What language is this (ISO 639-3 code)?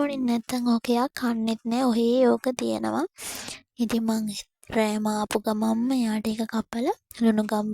sin